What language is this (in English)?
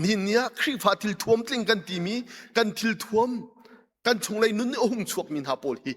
Hakha Chin